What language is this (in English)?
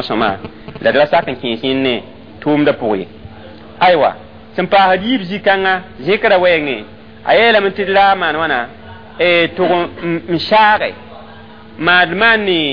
Mossi